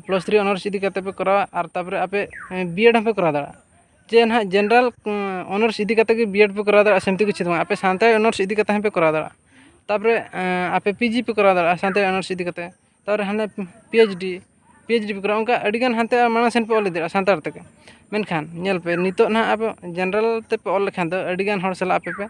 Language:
Santali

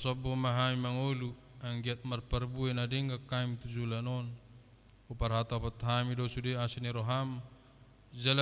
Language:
Batak Toba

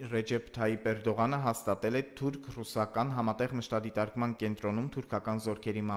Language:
Armenian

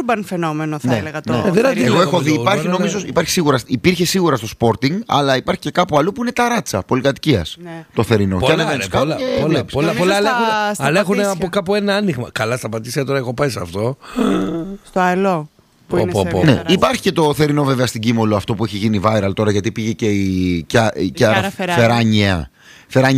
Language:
Greek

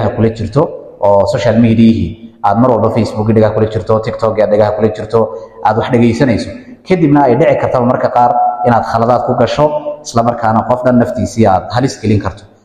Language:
Somali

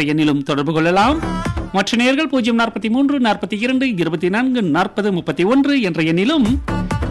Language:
Tamil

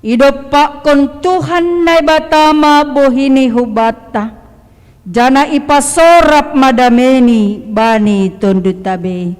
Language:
Batak Simalungun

